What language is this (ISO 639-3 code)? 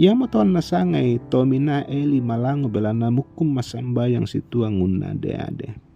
sda